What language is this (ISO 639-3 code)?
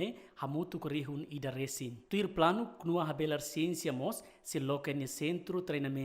tet